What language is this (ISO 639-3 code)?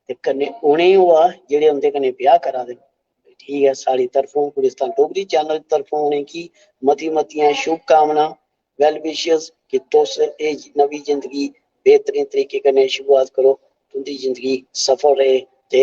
doi